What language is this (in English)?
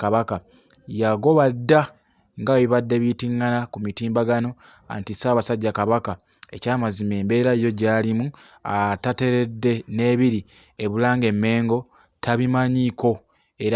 Ganda